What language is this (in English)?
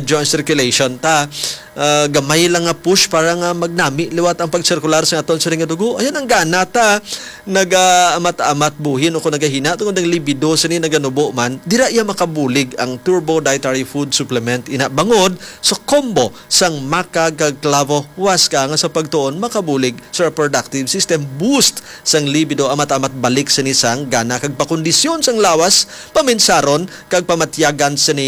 Hiligaynon